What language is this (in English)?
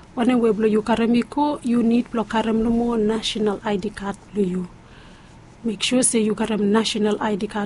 Bislama